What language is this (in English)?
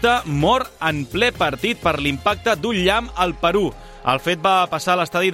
Catalan